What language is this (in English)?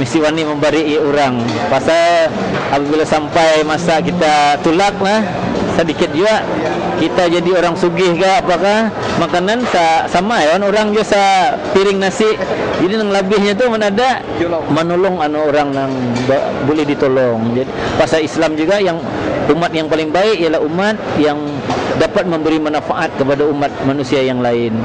Banjar